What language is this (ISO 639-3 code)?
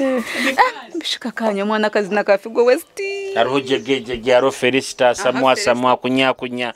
nyo